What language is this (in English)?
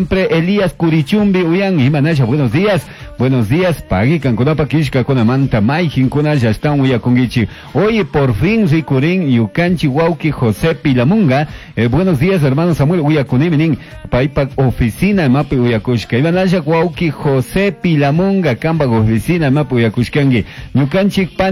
Chimborazo Highland Quichua